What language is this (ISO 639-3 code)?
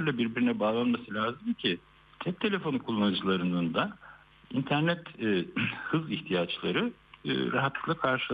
tur